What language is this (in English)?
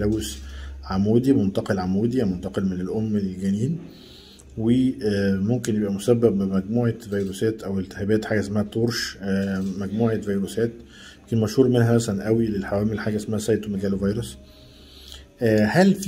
Egyptian Arabic